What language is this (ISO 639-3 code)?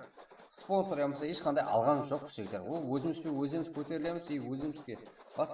kaa